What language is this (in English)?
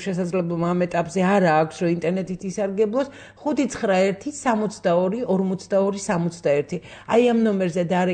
Georgian